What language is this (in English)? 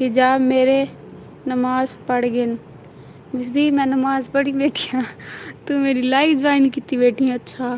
Saraiki